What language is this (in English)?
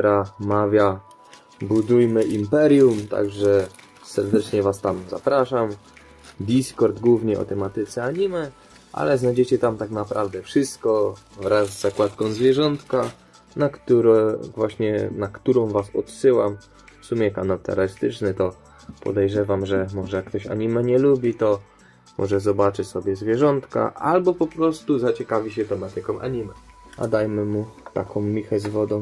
Polish